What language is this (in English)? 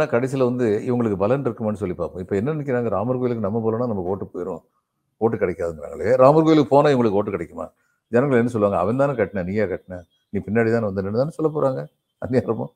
Tamil